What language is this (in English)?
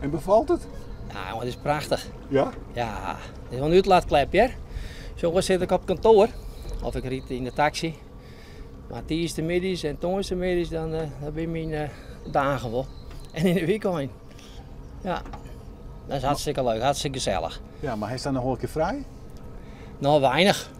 Western Frisian